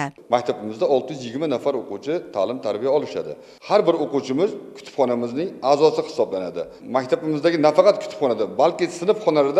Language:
Uzbek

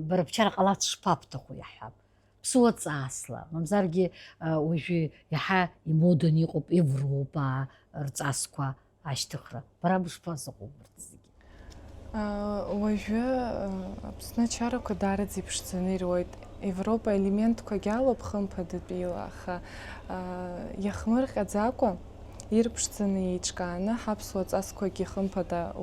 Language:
Abkhazian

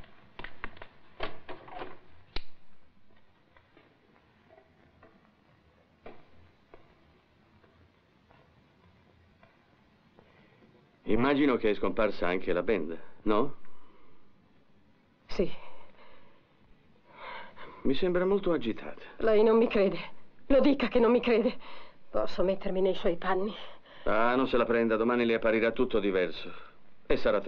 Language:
Italian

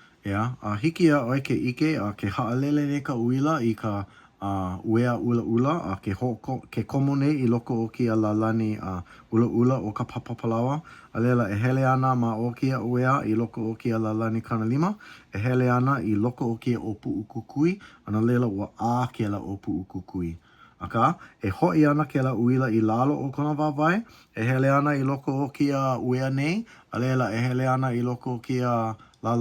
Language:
Hawaiian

